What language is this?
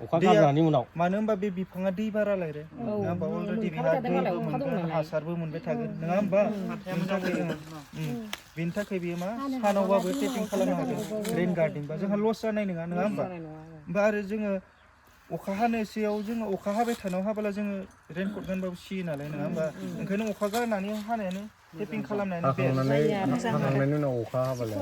Bodo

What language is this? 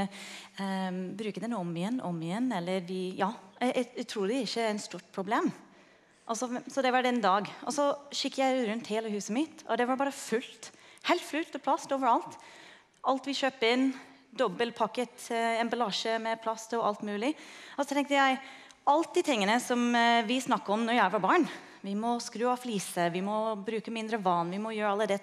Norwegian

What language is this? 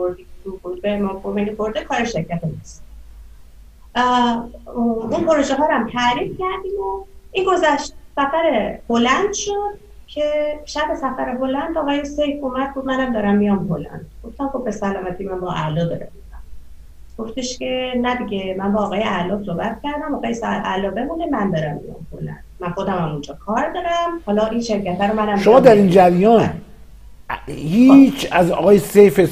Persian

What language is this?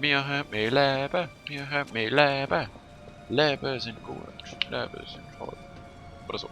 Swiss German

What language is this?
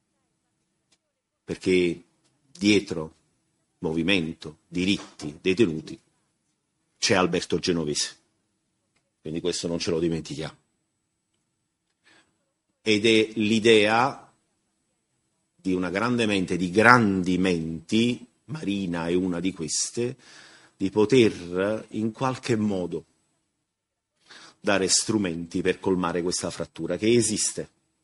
Italian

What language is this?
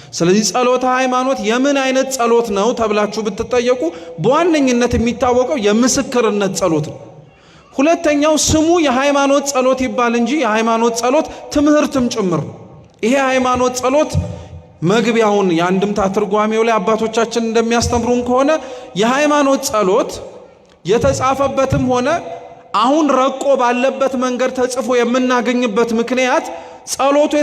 Amharic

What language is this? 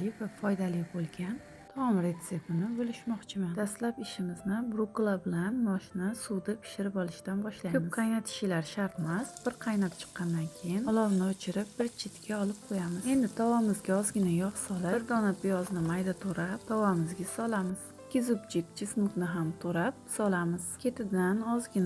Uzbek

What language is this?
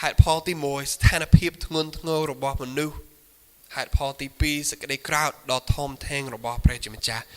Khmer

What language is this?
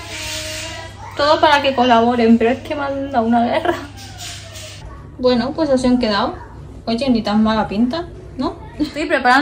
Spanish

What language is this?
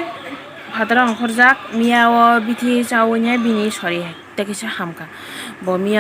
Kok Borok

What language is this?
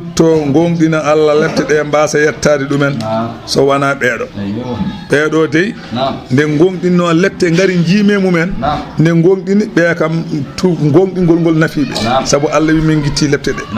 Fula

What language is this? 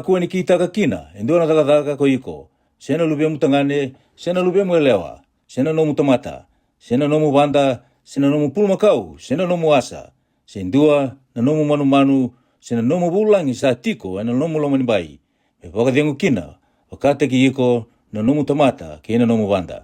Fijian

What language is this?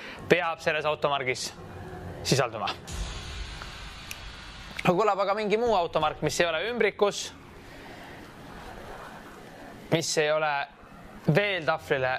Estonian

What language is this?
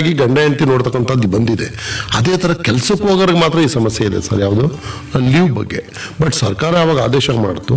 Kannada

